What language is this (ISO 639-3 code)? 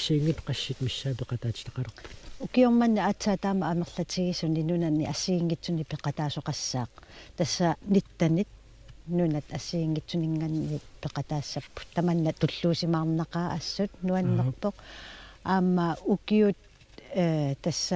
kal